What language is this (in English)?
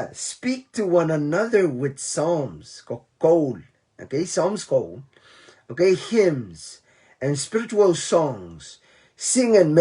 Pohnpeian